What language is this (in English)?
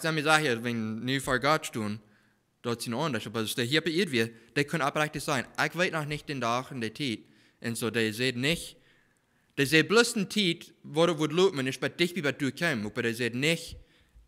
Plautdietsch